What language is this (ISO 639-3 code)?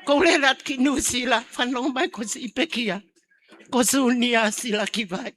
ton